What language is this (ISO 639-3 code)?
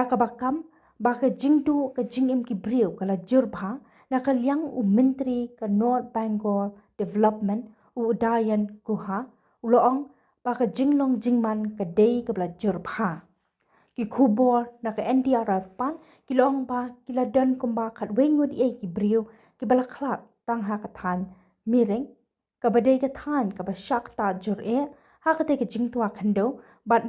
kha